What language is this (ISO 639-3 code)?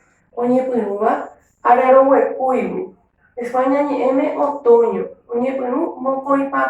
grn